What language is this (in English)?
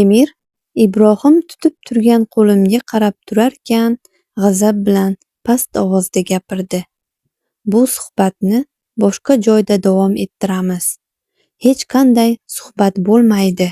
Uzbek